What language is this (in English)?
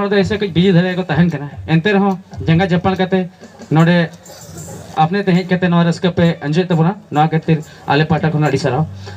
Santali